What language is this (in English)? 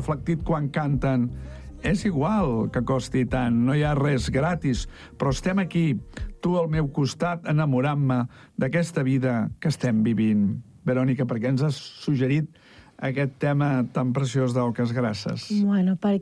Catalan